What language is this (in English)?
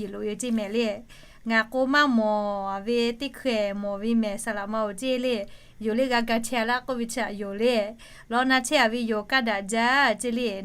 Lahu